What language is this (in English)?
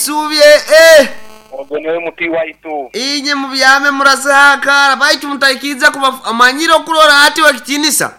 Nyoro